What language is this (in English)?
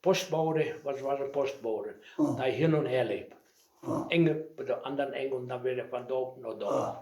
Westphalien